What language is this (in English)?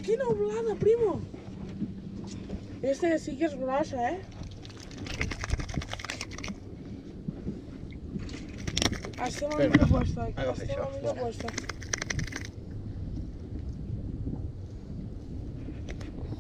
Catalan